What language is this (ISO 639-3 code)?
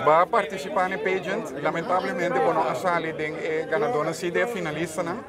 pap